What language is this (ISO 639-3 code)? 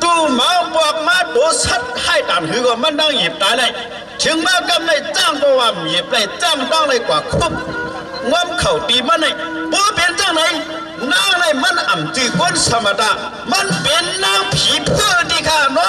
shn